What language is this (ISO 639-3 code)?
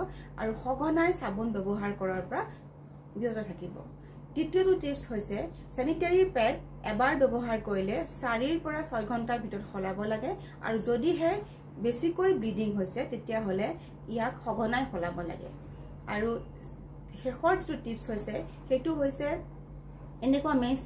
asm